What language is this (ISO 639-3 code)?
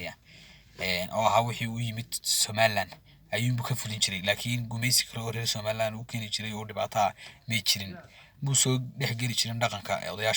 som